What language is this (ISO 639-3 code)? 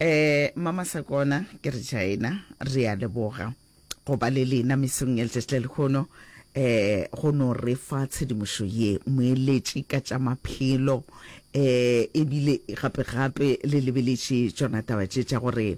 nso